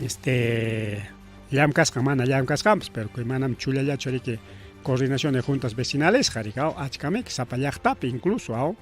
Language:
Ayacucho Quechua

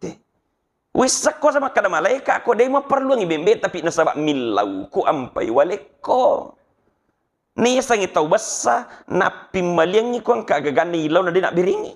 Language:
Buginese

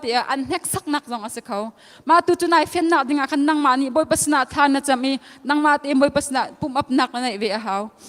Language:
Hakha Chin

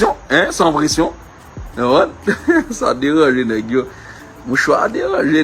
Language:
Haitian Creole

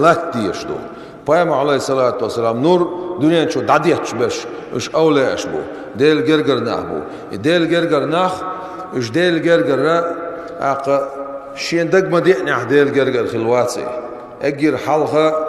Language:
Chechen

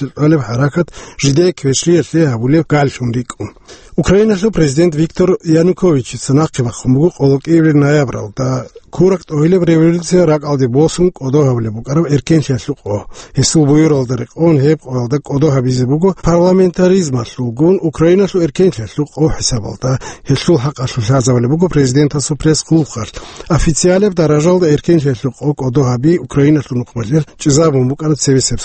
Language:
Avaric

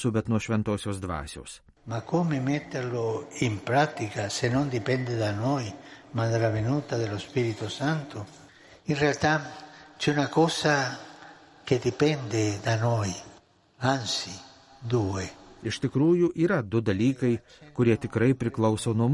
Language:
Lithuanian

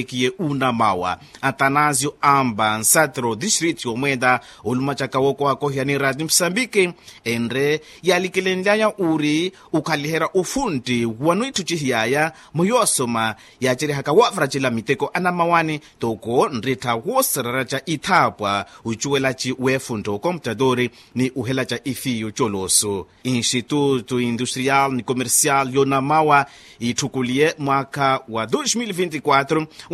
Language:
Makhuwa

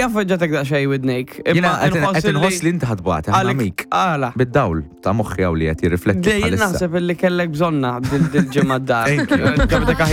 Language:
Maltese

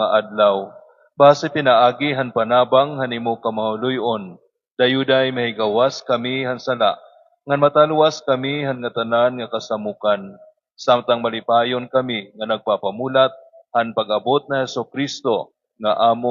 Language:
Waray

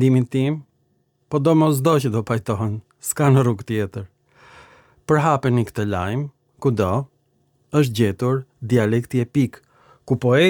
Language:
Albanian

